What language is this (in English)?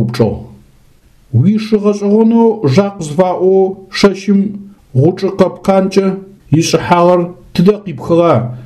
Adyghe